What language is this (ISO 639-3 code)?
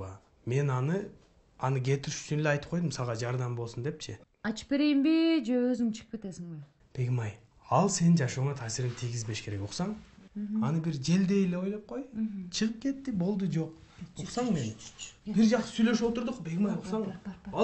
kir